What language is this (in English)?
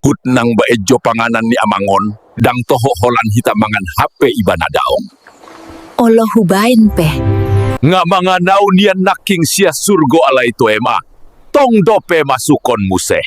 Batak Toba